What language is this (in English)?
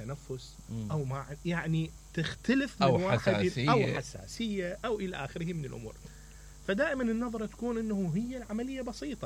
Mesopotamian Arabic